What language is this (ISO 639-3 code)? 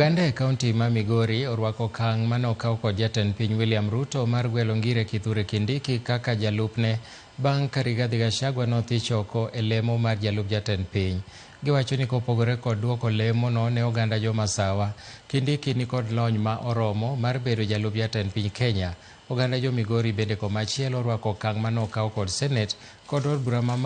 luo